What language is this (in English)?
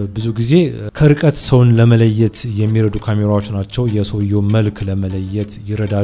Amharic